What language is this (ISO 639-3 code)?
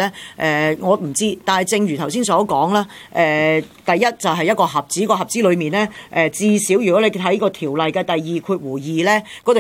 yue